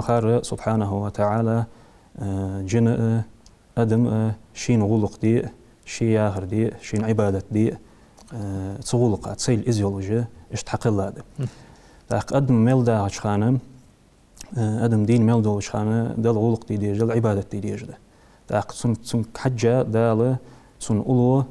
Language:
Ingush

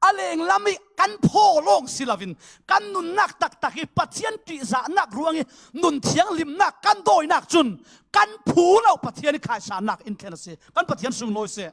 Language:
Falam Chin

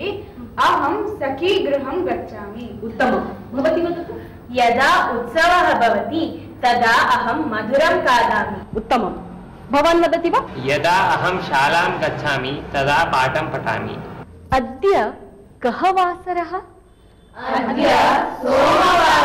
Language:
Sanskrit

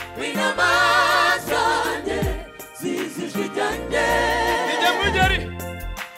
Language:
Kinyarwanda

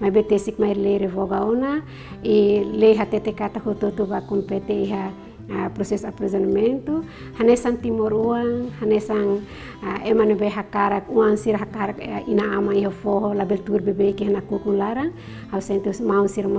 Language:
Tetum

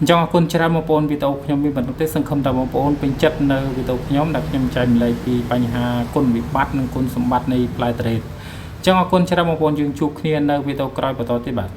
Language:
Khmer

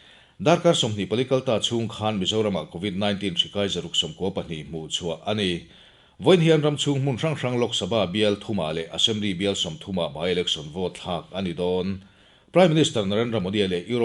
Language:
Mizo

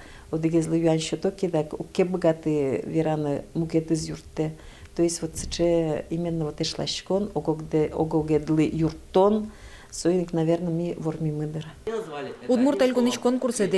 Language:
Udmurt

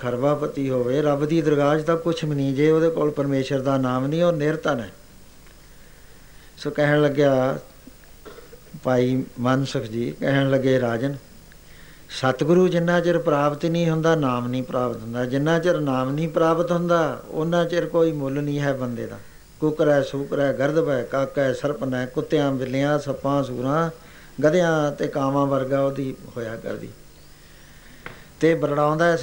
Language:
Punjabi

